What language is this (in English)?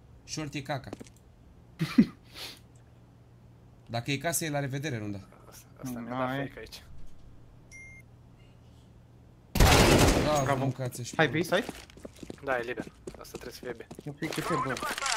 Romanian